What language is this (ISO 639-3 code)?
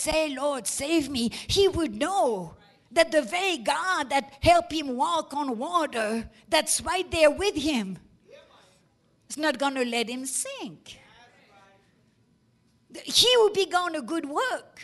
eng